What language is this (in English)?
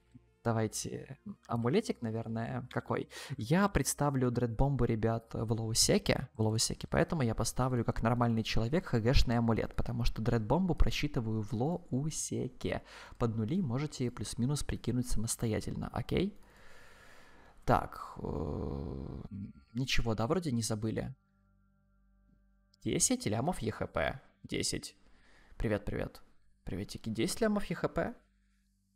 Russian